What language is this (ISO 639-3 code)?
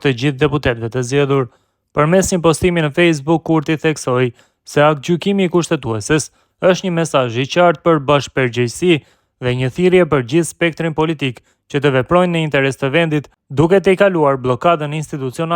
sqi